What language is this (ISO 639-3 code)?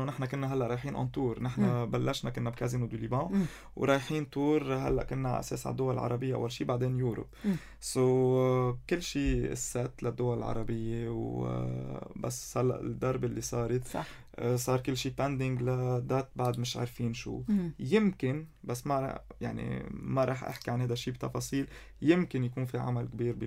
apc